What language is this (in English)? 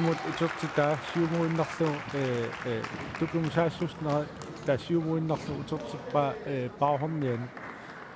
Kalaallisut